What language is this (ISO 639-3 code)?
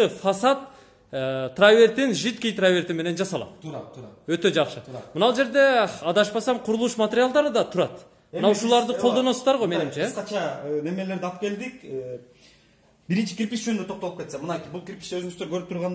kir